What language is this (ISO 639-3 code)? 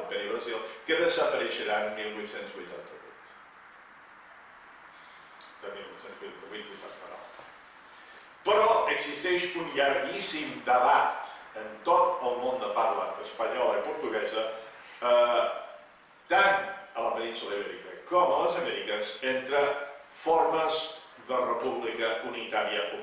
cat